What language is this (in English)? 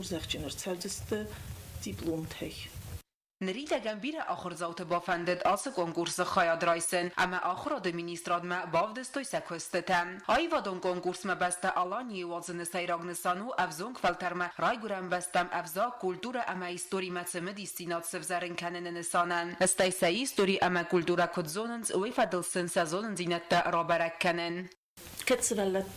Ossetic